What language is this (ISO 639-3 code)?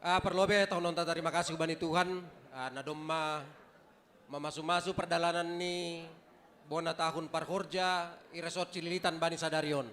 bts